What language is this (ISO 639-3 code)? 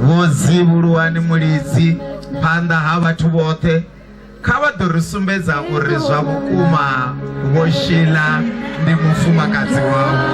ven